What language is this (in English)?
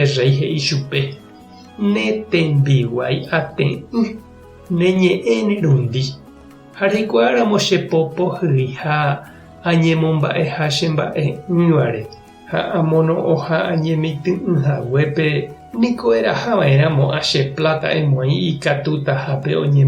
Guarani